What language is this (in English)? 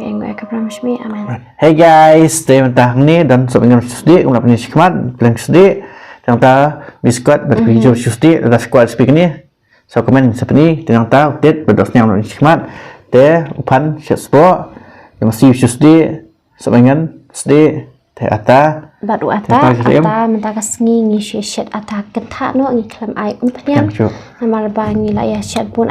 Khasi